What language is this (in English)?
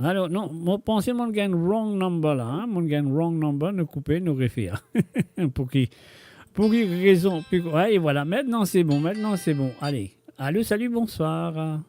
Morisyen